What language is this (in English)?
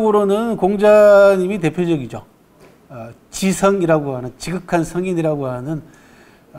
Korean